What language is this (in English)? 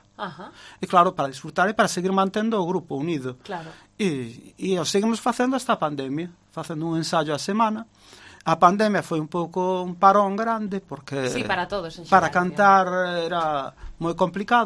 Galician